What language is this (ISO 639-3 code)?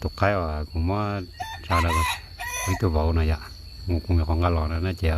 hmn